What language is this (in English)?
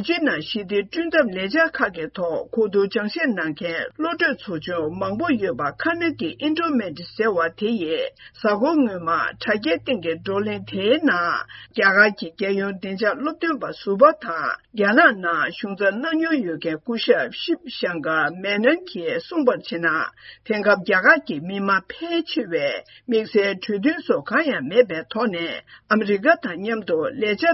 Tibetan